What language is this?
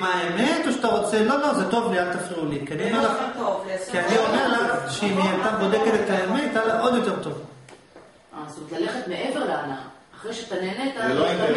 Hebrew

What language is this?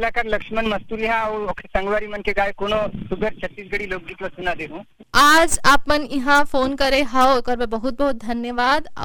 Chhattisgarhi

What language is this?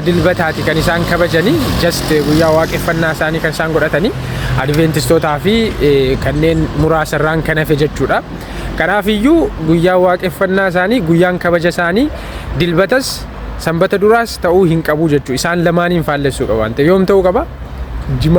Oromo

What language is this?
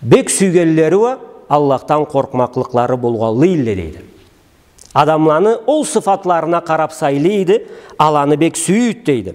Karachay-Balkar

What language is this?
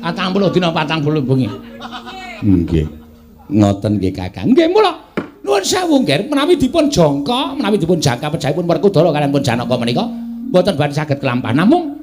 Javanese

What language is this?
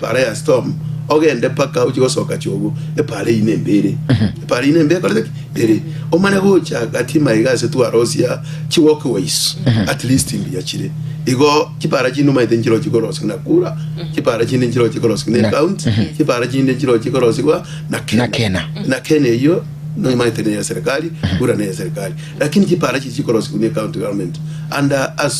Gusii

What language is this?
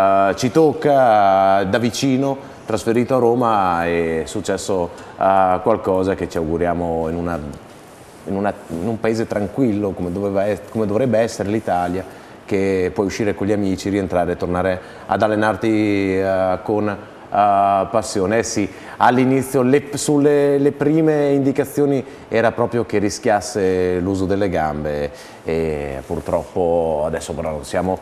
Italian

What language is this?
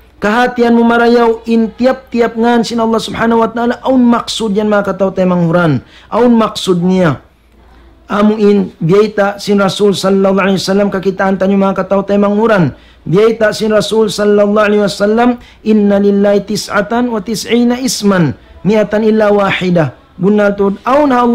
Tausug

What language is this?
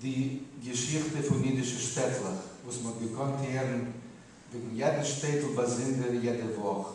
Yiddish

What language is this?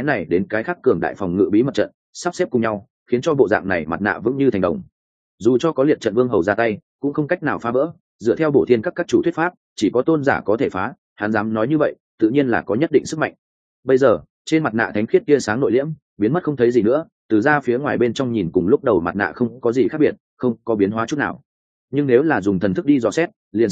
Vietnamese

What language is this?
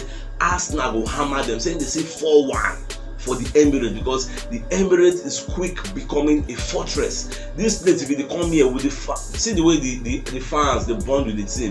Nigerian Pidgin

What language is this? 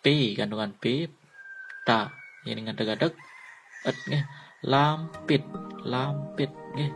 Balinese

